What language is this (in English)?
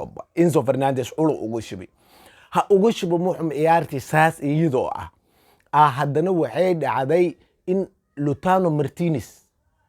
Somali